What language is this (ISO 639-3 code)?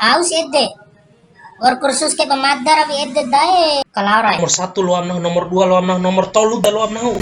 bhp